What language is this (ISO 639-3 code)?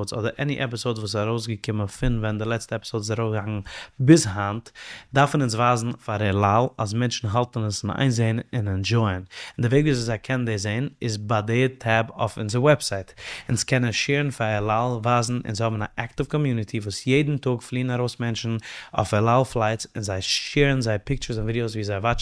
yid